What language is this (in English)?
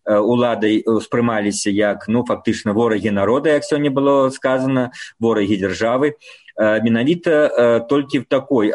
Belarusian